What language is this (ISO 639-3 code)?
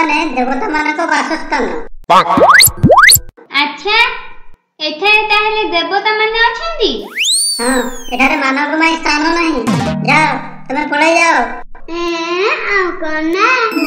ori